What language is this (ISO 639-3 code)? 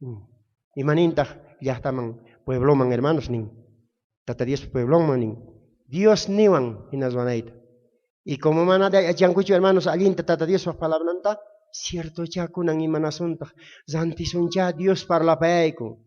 quh